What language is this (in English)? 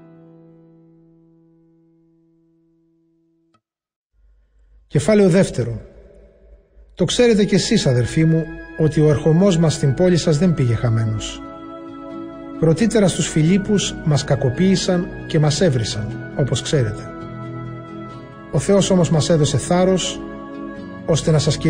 Greek